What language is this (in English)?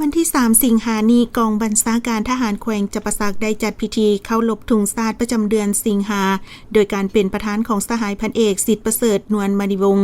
Lao